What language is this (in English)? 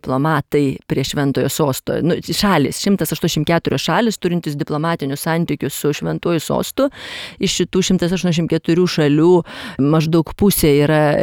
Lithuanian